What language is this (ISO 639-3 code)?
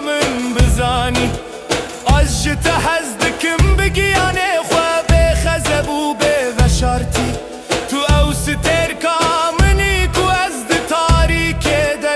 kur